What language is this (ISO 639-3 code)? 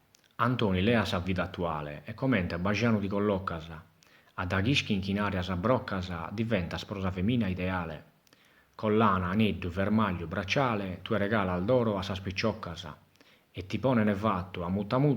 srd